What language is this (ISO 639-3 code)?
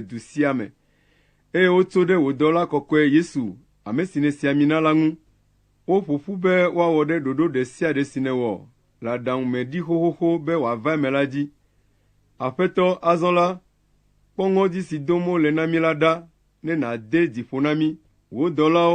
ewe